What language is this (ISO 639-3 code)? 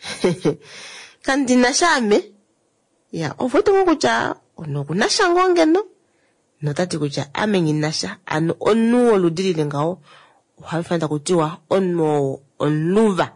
kua